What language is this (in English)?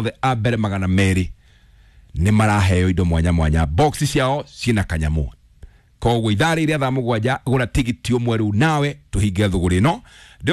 Kikuyu